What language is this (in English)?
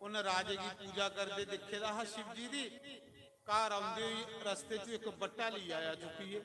Dogri